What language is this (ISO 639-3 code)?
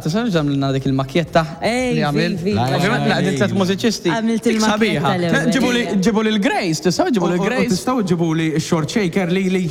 mlt